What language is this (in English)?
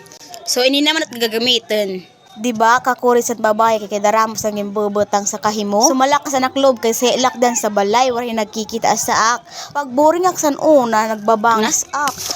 Waray